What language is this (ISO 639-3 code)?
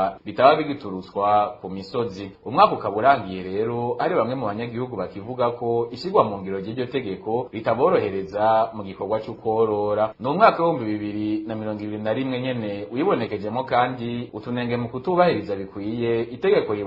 run